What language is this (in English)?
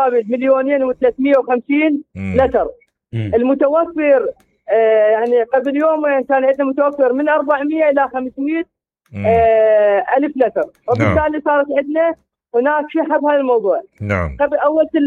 Mesopotamian Arabic